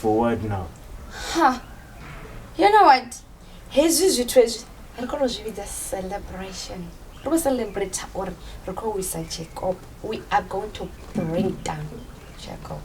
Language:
Venda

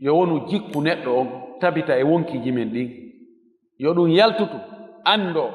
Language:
Fula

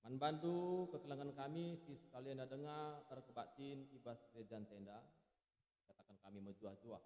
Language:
Batak Karo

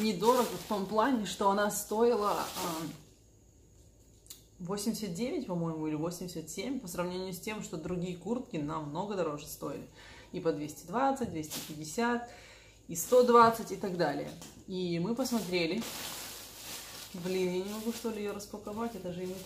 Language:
Russian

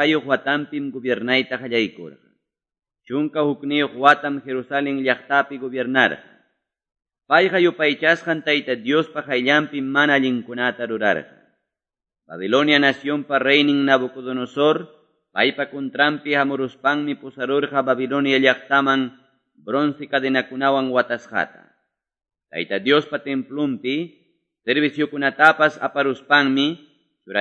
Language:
Quechua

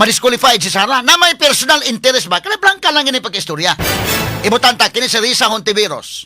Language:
Cebuano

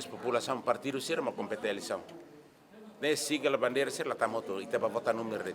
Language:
Tetum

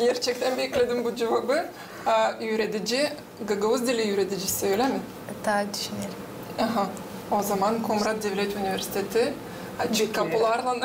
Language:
Gagauz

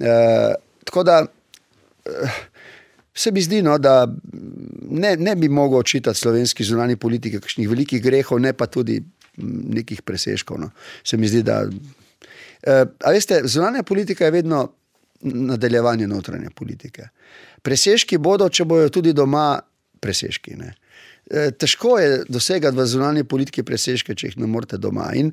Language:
Slovenian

